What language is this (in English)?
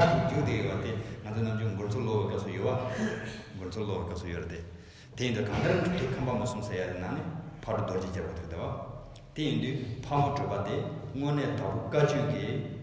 Tibetan